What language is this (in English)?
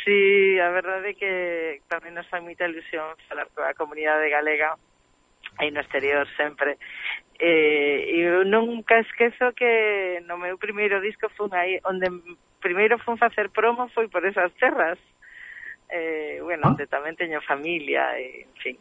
Galician